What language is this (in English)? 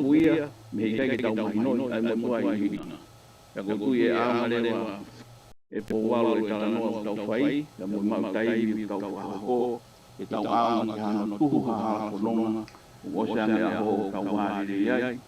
Tongan